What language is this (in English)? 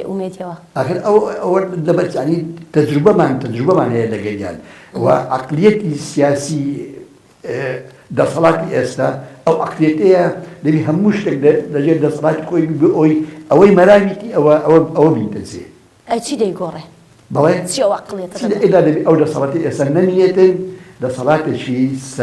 Central Kurdish